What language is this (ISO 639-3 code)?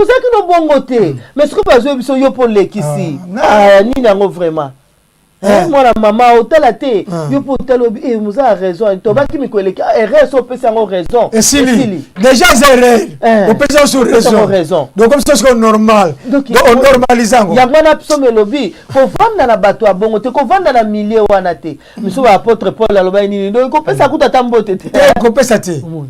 lin